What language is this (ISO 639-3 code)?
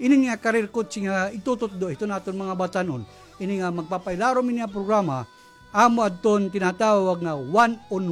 war